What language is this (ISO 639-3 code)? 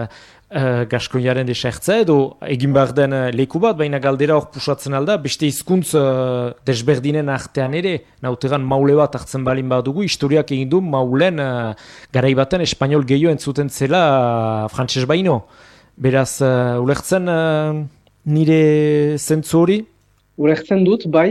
eus